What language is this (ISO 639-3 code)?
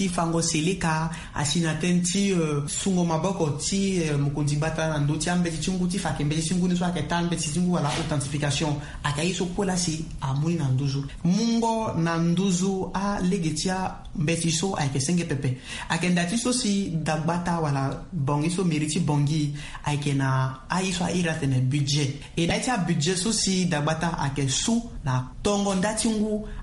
sag